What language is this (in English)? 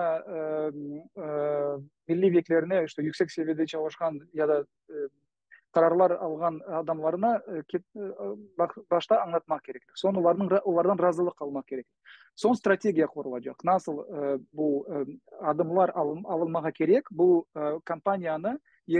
Crimean Tatar